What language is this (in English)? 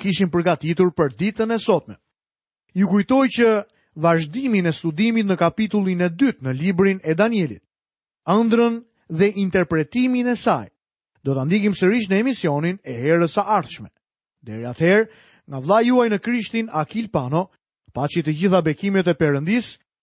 Albanian